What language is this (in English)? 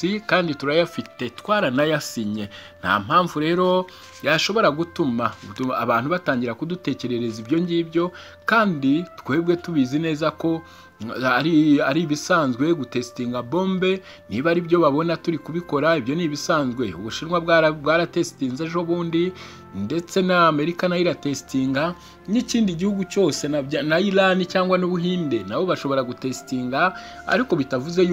Kinyarwanda